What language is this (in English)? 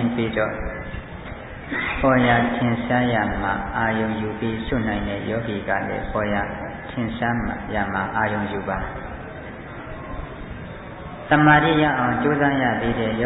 Burmese